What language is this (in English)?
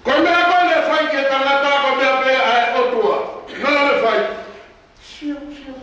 Tongan